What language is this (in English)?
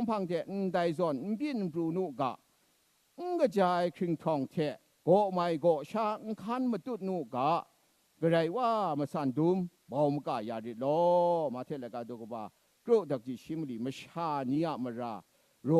Kachin